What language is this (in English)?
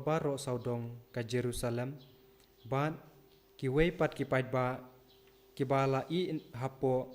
Khasi